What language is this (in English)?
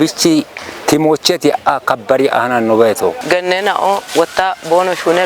Kafa